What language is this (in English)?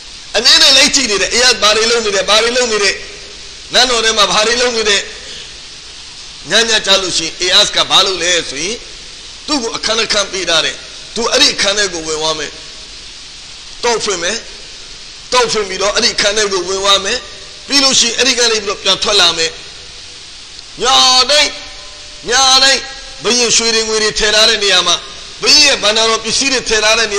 Burmese